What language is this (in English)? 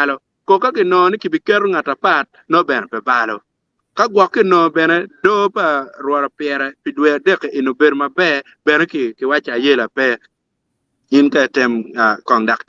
Acoli